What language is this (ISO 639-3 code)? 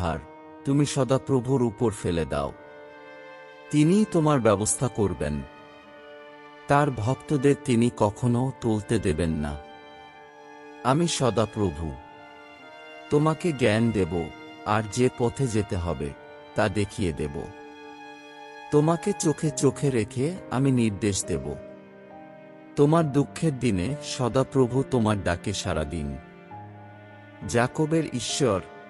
ben